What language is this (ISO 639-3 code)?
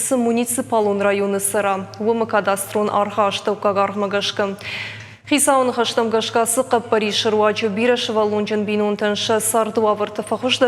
oss